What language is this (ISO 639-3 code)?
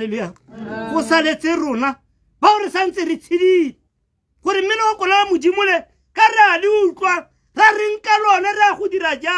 tsn